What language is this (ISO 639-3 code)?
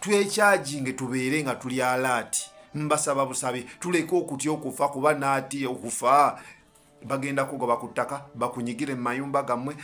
lug